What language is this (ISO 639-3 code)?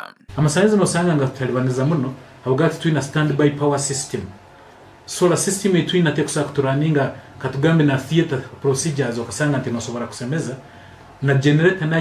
nyn